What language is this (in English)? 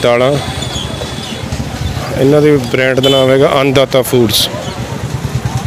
Punjabi